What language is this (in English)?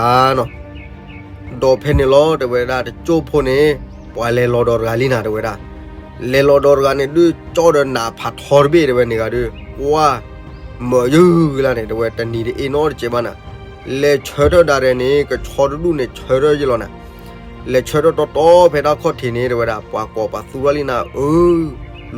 S'gaw Karen